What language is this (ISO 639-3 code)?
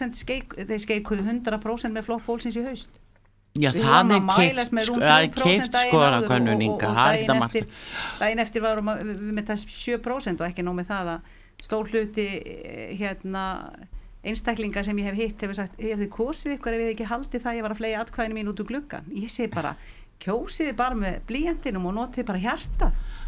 isl